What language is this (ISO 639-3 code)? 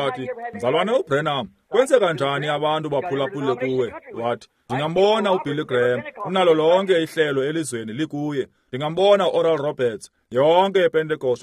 xho